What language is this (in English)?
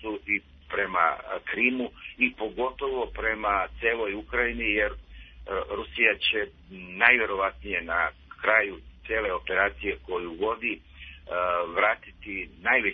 Serbian